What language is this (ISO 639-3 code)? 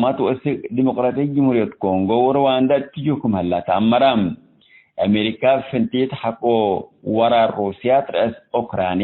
tig